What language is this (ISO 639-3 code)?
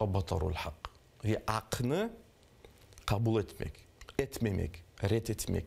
crh